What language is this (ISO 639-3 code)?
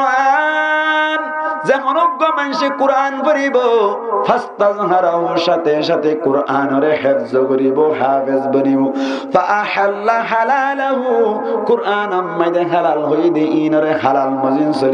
rhg